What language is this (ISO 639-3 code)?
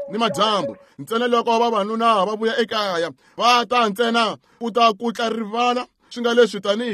tso